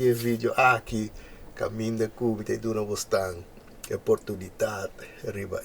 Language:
Papiamento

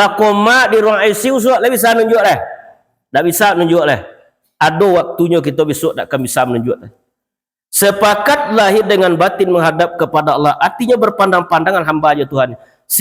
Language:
Minangkabau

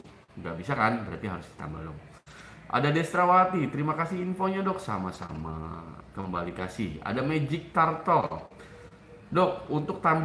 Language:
Indonesian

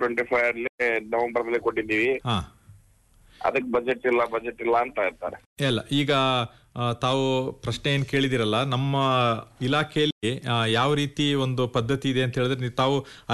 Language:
Kannada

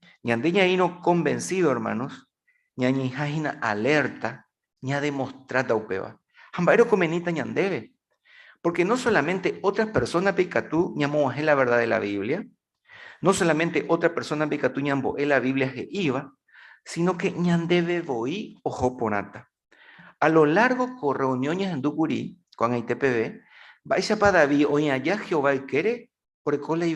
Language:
Guarani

